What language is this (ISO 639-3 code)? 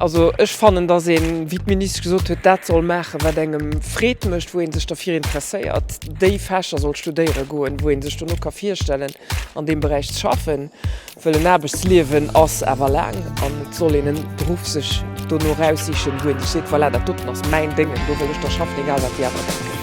ltz